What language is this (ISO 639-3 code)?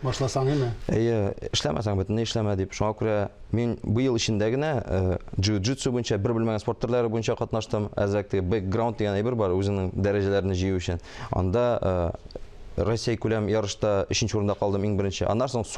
tat